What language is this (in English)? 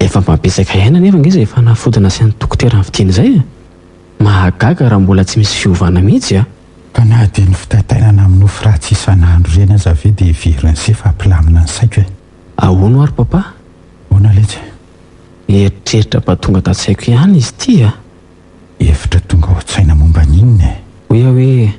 Malagasy